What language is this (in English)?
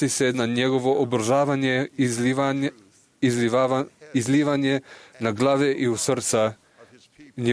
Serbian